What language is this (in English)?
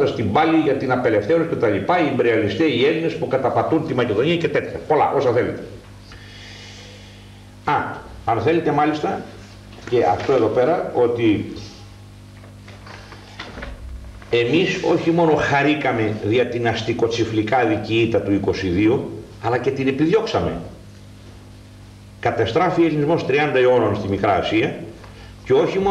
Greek